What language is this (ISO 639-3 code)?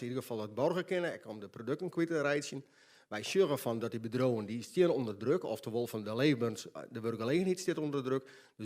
fry